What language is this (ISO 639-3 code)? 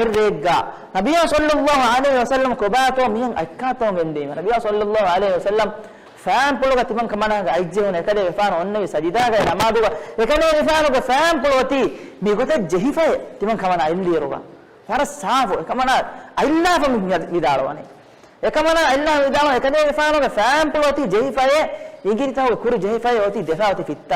div